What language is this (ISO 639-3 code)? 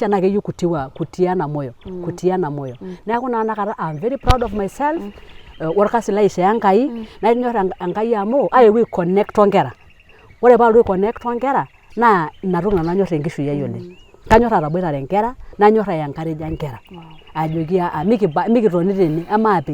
mas